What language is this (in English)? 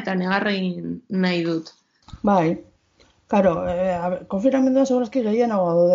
Basque